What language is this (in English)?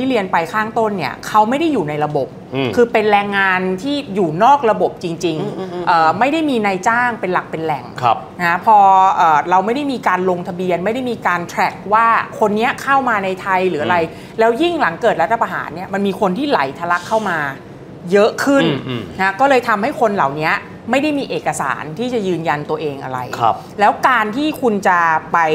Thai